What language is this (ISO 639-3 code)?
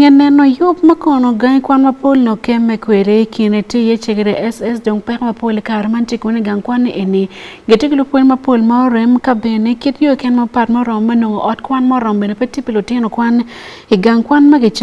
ach